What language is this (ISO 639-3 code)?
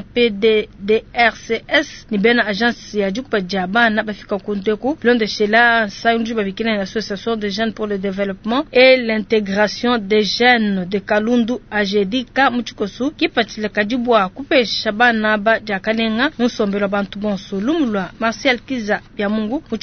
lua